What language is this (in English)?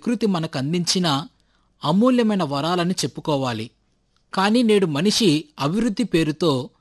Telugu